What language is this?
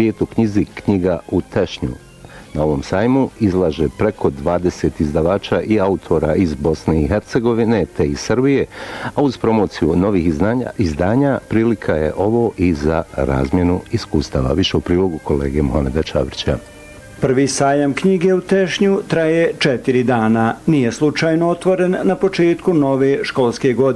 Bosnian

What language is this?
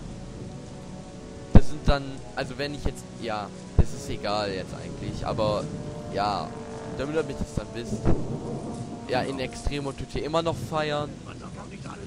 German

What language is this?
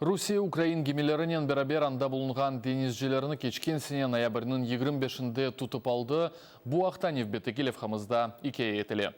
Crimean Tatar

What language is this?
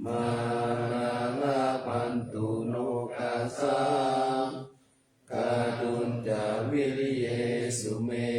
Pali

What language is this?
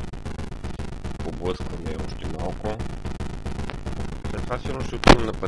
Bulgarian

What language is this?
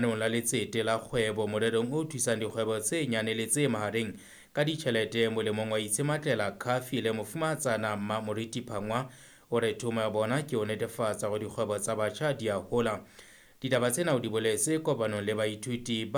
Southern Sotho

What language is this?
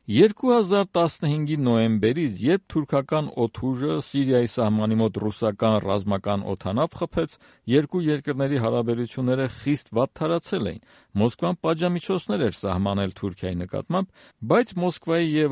Armenian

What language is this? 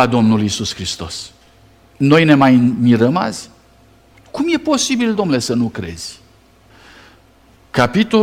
Romanian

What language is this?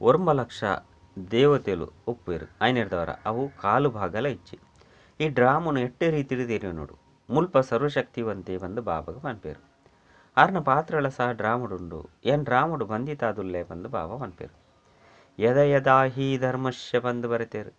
Tulu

